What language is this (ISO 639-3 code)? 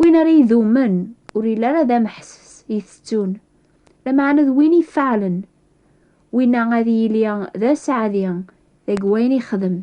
kab